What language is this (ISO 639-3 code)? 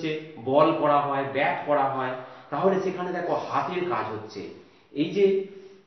ben